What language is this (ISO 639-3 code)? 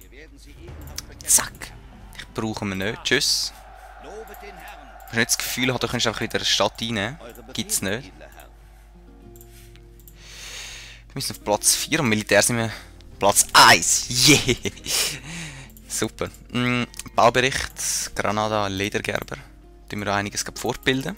gsw